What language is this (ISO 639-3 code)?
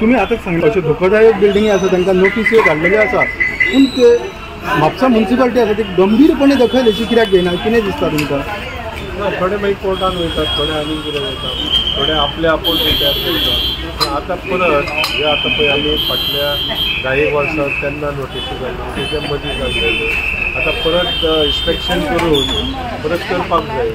kok